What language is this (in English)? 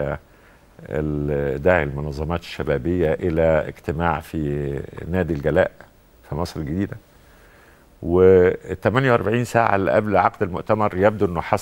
Egyptian Arabic